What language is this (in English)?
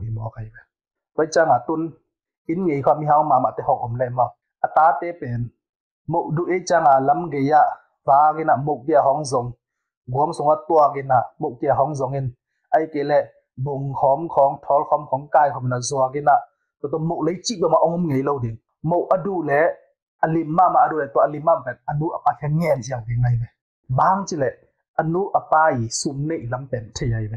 Tedim Chin